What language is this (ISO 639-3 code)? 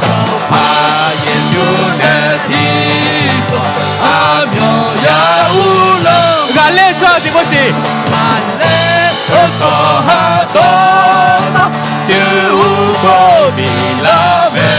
ahk